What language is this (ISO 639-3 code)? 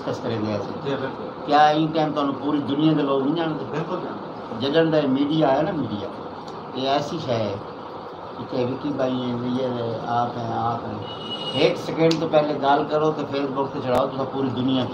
skr